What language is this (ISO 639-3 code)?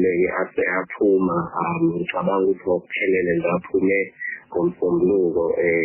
zul